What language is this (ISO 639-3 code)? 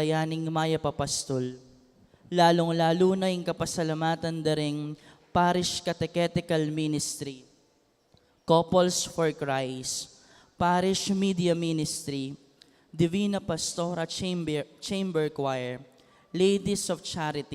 pam